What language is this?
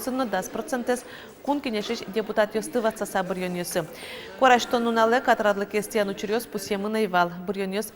Udmurt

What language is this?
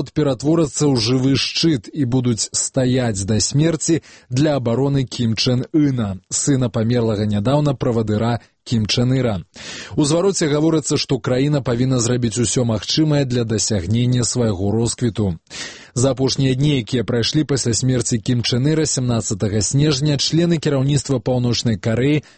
Belarusian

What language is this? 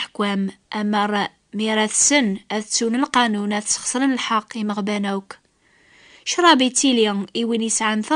Kabyle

